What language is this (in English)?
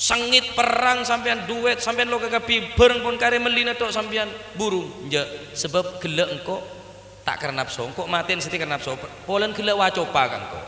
Madurese